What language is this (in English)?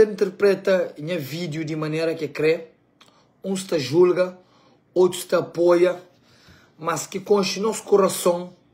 Kabuverdianu